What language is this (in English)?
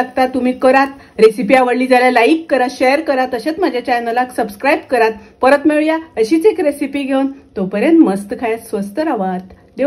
Konkani